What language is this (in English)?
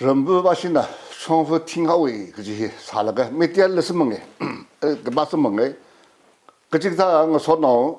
Tangkhul Naga (India)